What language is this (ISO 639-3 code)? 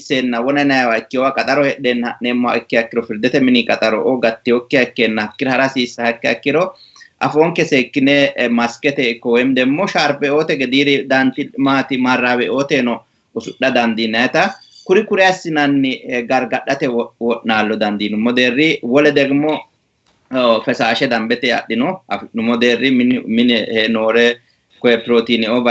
sid